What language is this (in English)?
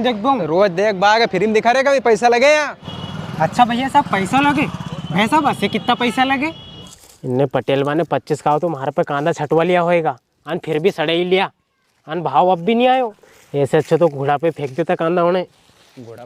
Rajasthani